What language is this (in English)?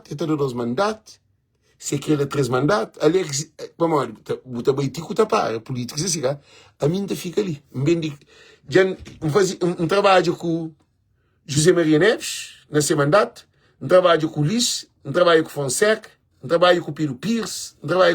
Kabuverdianu